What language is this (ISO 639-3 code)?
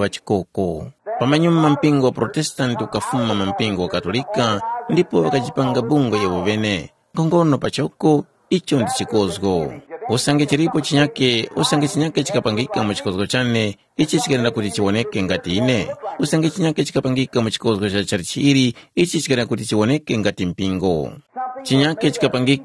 tum